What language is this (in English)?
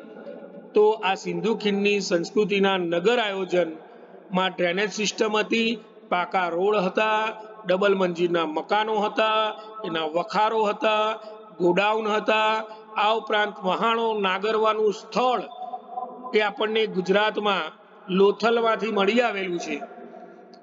Gujarati